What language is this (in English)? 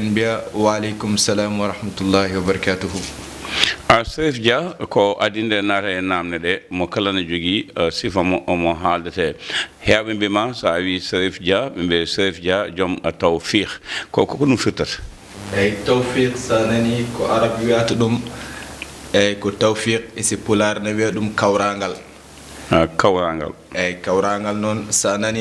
Fula